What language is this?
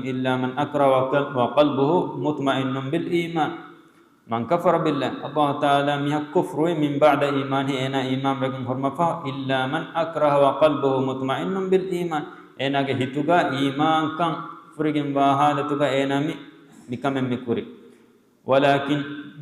Divehi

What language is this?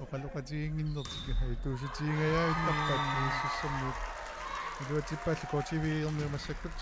Kalaallisut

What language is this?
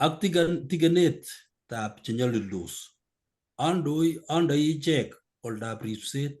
Kalenjin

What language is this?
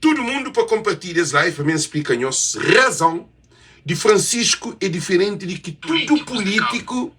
Kabuverdianu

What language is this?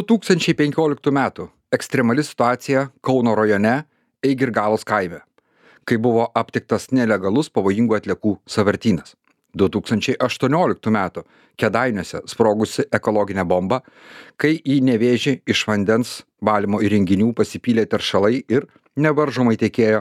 Lithuanian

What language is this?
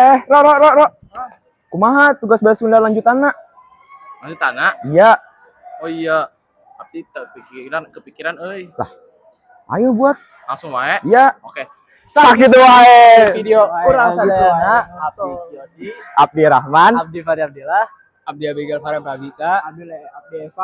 Sundanese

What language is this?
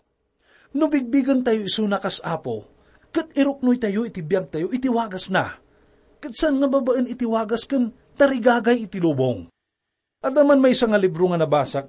Iloko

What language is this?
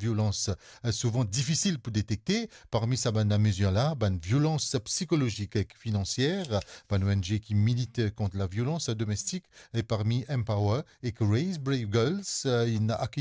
Morisyen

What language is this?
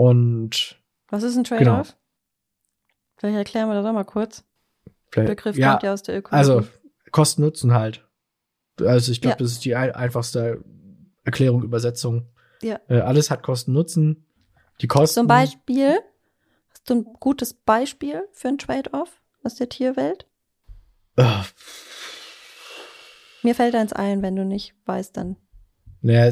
German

